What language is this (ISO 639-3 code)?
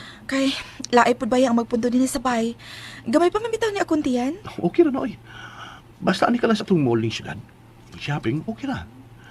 ceb